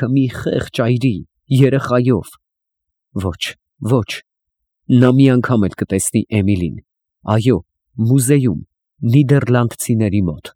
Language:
Armenian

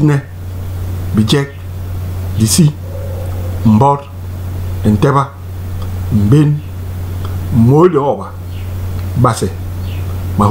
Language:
Basaa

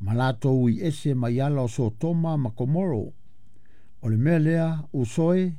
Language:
Samoan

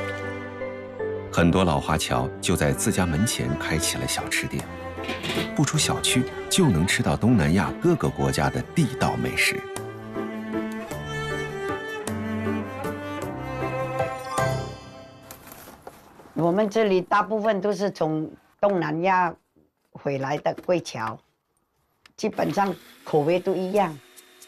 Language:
Chinese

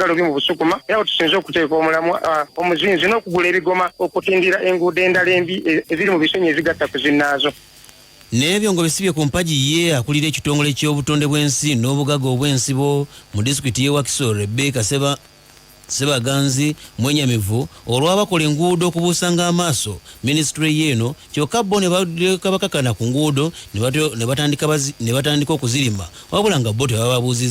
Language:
Ganda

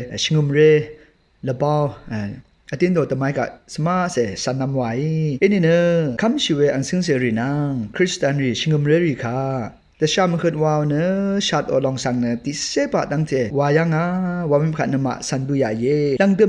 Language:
Rawang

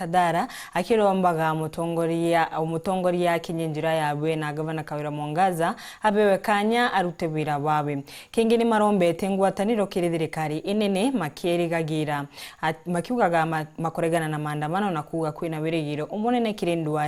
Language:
Meru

